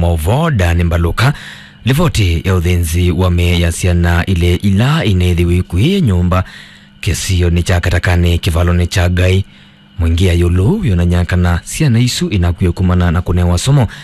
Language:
Kamba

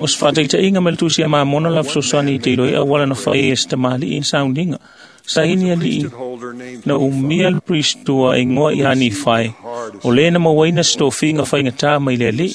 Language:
Samoan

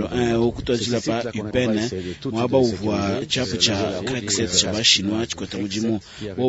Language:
Luba-Lulua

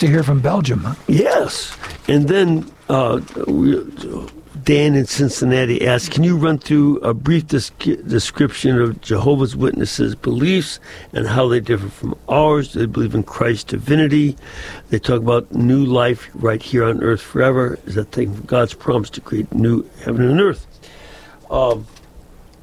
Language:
English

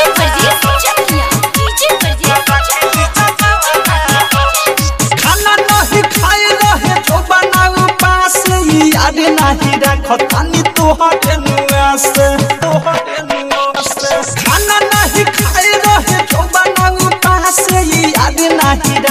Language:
Bhojpuri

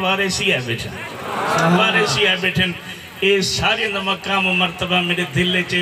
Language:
Saraiki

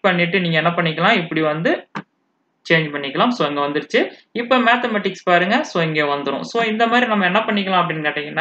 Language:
Tamil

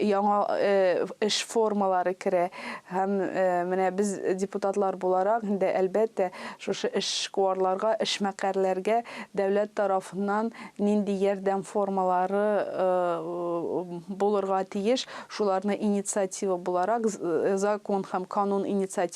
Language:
Tatar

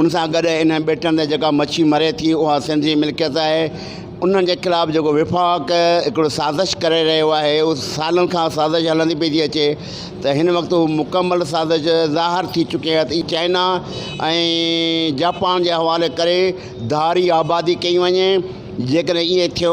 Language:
Sindhi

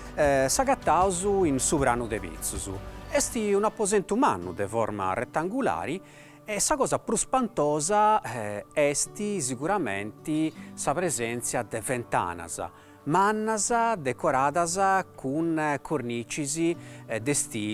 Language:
Sardinian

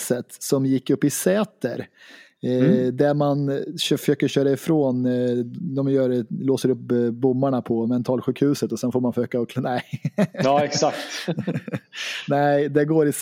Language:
Swedish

